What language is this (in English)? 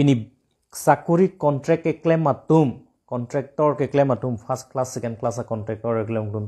Karbi